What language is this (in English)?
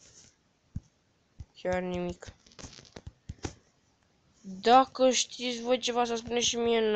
Romanian